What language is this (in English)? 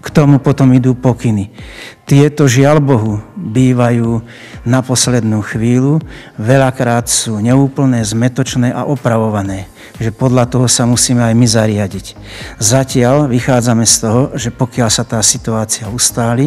Slovak